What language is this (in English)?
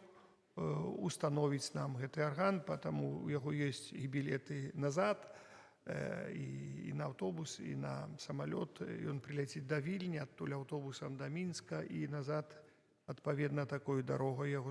Belarusian